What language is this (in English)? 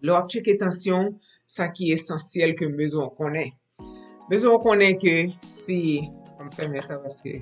Haitian Creole